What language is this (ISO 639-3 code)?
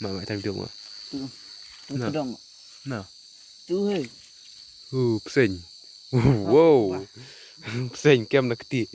kha